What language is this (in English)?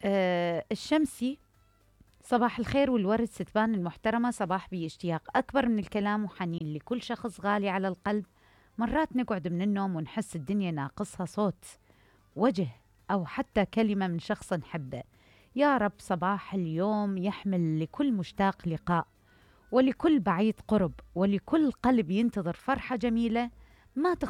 Mesopotamian Arabic